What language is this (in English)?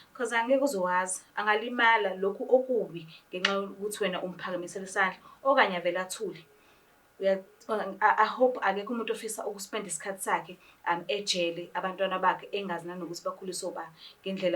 Zulu